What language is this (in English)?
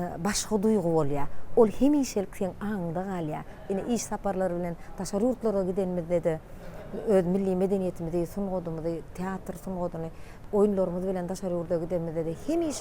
Turkmen